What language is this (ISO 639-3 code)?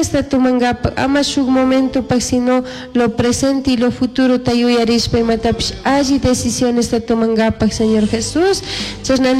qug